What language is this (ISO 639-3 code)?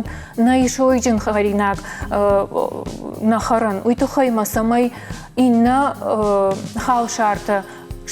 oss